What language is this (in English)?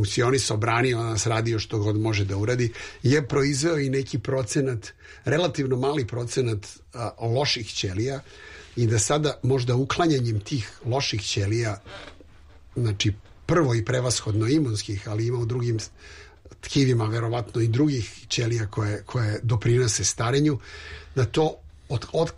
Serbian